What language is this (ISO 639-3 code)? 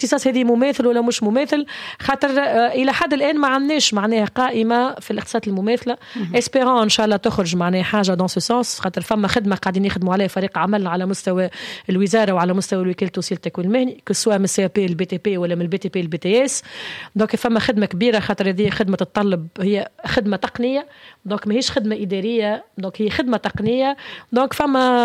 aeb